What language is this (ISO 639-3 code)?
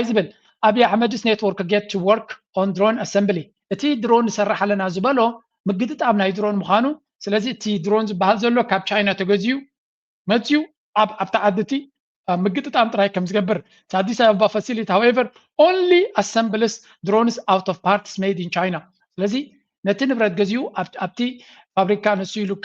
tir